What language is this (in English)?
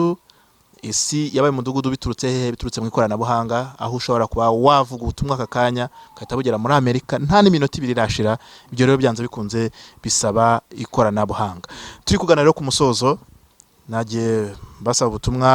Kinyarwanda